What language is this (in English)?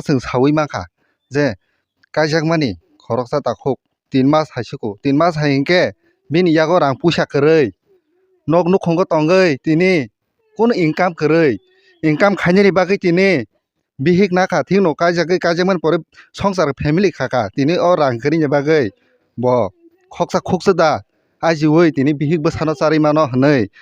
Kok Borok